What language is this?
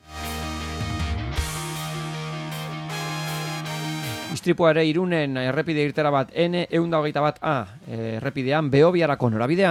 Basque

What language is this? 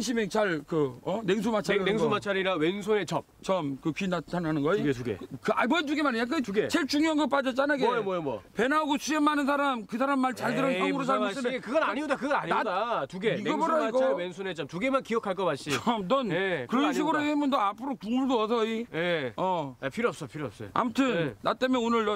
Korean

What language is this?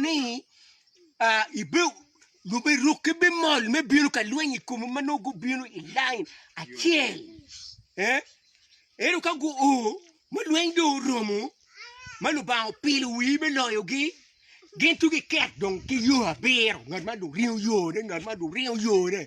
Acoli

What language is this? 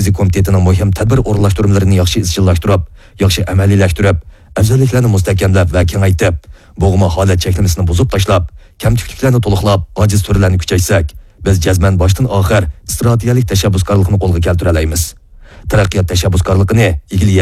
Uyghur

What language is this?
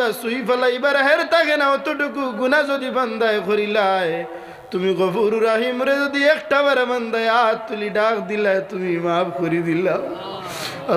Sylheti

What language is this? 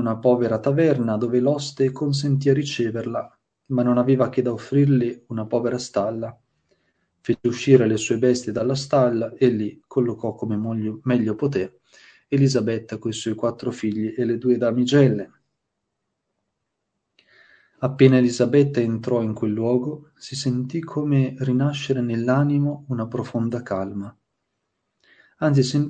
Italian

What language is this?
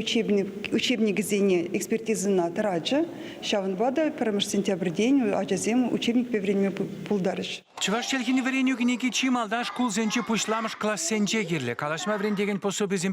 Chuvash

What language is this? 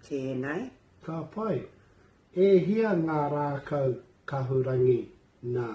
Māori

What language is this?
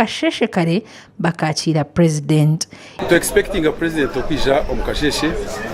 Nyankole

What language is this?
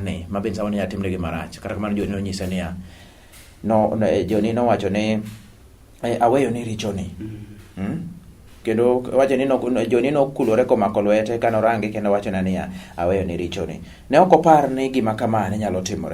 Luo (Kenya and Tanzania)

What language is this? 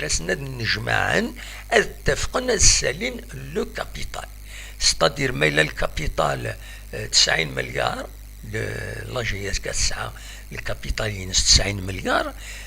Kabyle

